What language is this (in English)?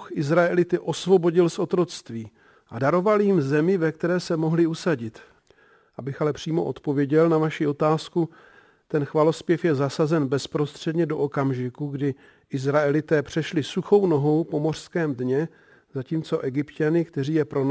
Czech